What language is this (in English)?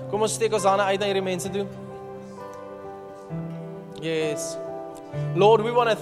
Afrikaans